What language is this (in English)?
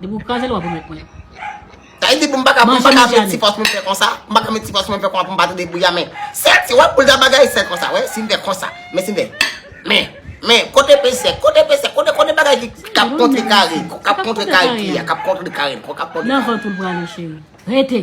Haitian Creole